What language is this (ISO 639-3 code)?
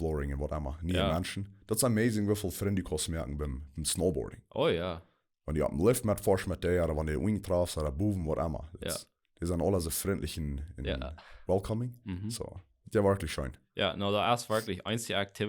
pdt